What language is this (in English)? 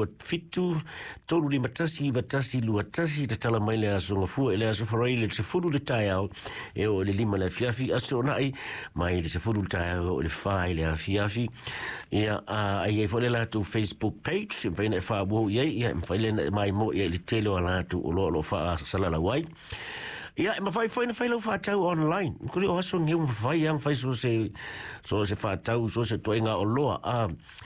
Samoan